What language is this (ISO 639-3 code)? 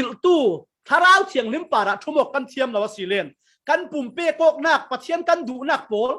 cfm